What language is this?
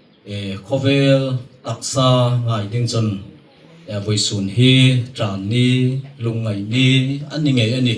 Hmar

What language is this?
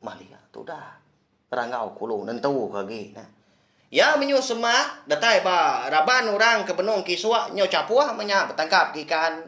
Iban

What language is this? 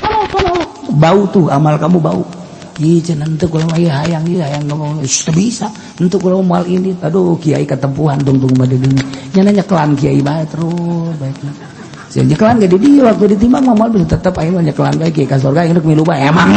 Sundanese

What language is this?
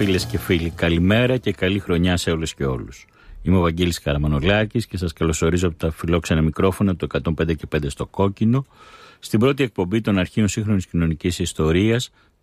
Greek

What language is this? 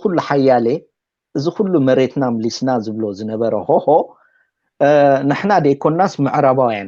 Tigrinya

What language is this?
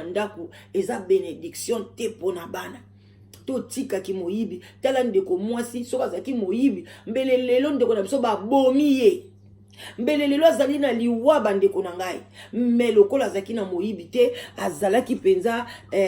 Lingala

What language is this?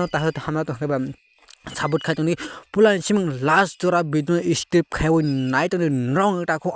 Kok Borok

